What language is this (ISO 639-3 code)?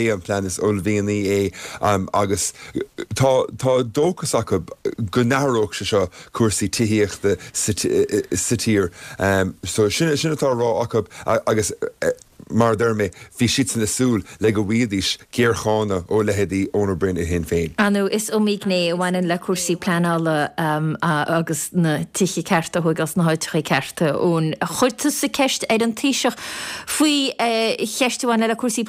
gle